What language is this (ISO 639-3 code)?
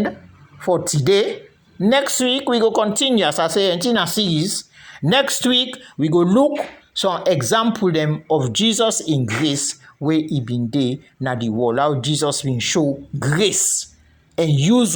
kri